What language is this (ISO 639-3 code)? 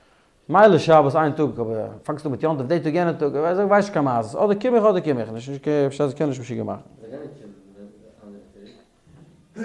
yid